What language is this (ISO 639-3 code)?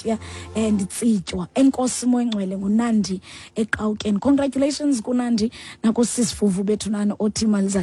xho